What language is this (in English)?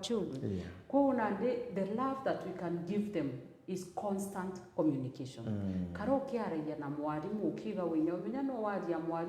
Meru